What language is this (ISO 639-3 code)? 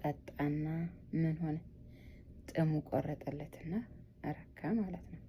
amh